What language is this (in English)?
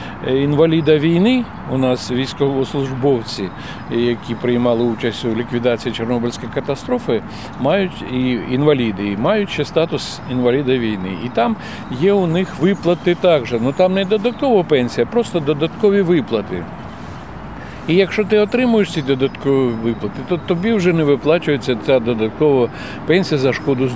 Ukrainian